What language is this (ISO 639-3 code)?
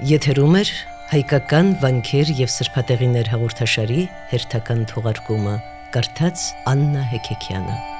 hye